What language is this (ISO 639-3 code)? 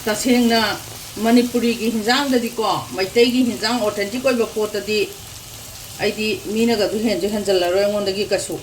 mni